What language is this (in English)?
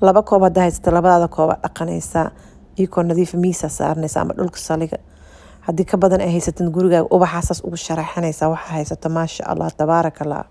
Somali